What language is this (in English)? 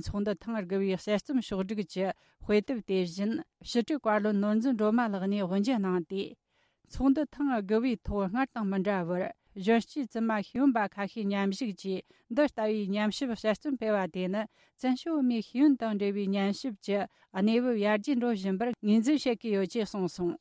Tibetan